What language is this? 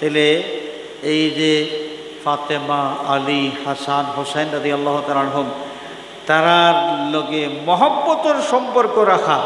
Sylheti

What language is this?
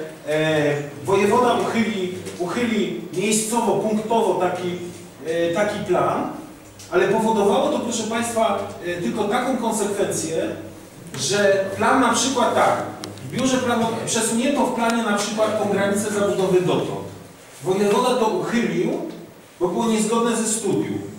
Polish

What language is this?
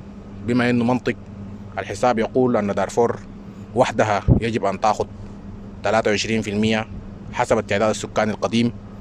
Sudanese Arabic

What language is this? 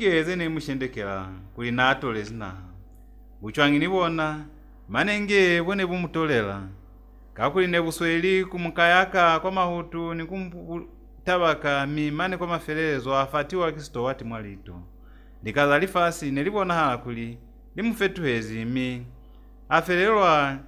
Lozi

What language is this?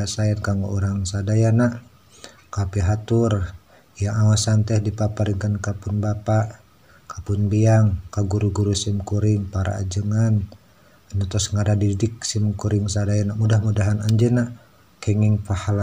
Sundanese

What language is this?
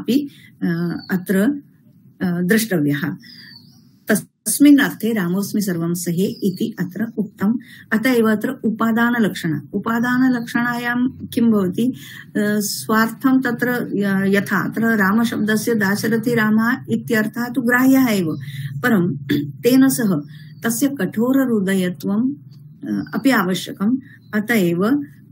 Sanskrit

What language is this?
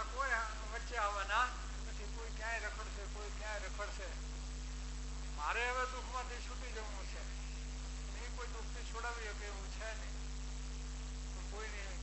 Gujarati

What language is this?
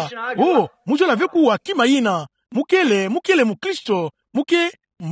Kituba (Democratic Republic of Congo)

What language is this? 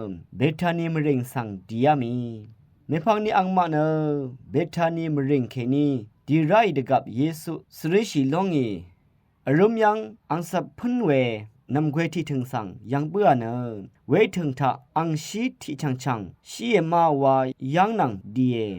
Rawang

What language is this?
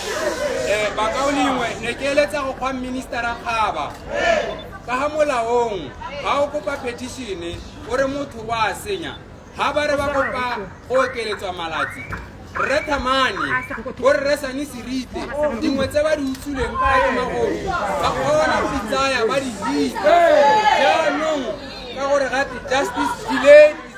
Tswana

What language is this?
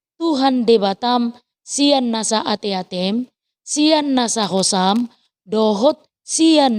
Batak Toba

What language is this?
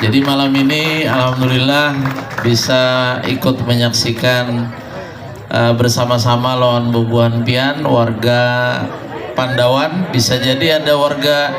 Banjar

